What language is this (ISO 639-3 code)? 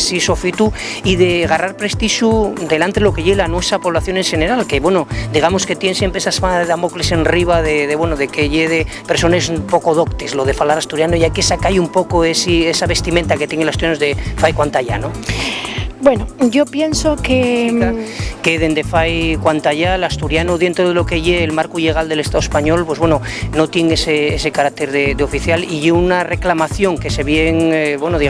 ast